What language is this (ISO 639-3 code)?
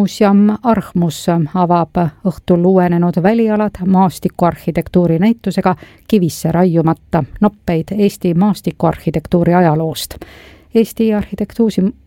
est